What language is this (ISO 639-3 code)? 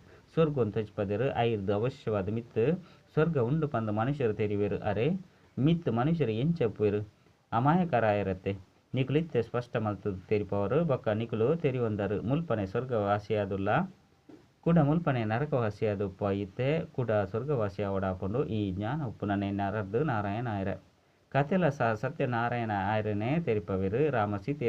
tcy